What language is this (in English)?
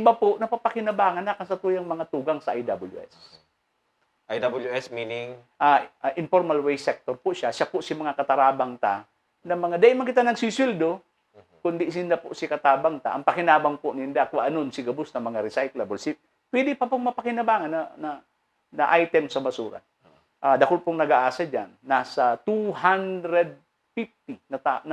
Bikol